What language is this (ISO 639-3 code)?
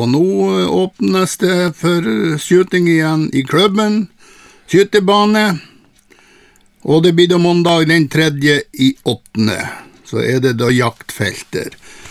nor